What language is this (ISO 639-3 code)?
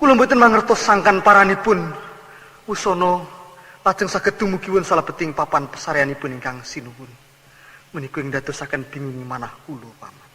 jav